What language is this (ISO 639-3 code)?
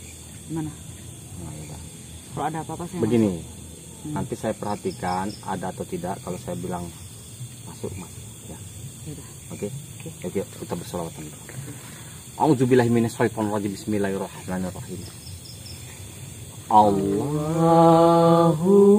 ind